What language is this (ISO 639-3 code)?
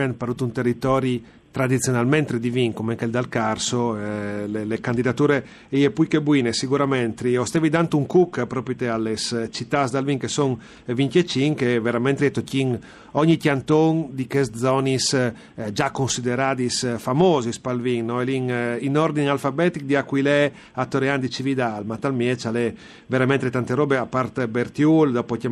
fur